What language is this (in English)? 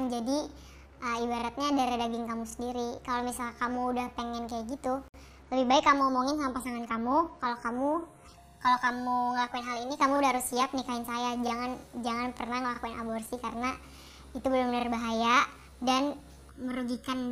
Indonesian